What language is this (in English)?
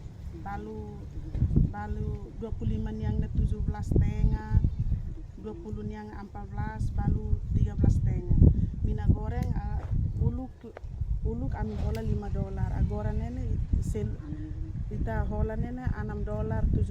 Tetum